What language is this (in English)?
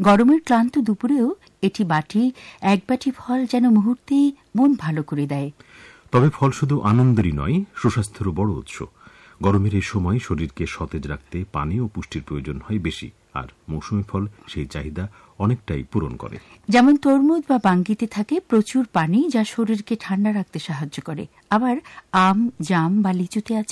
Bangla